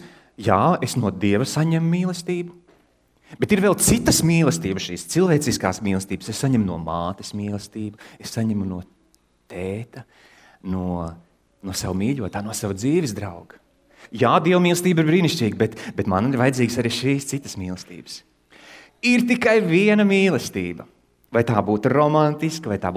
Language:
Latvian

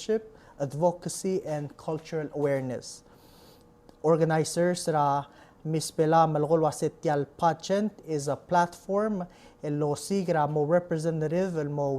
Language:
Palauan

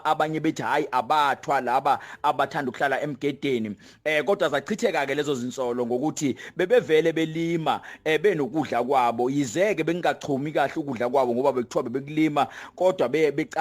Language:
Zulu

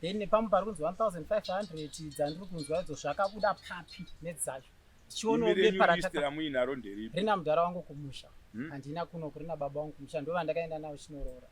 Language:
Shona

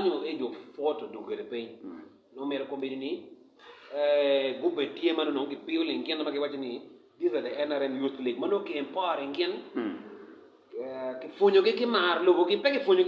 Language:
Acoli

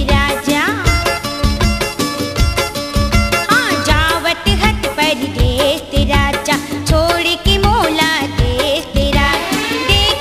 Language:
Chhattisgarhi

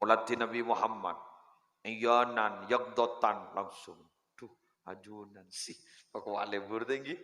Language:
Madurese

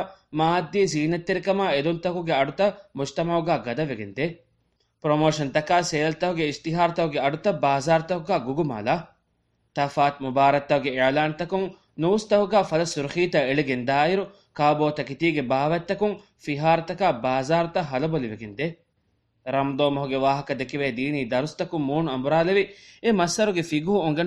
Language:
Divehi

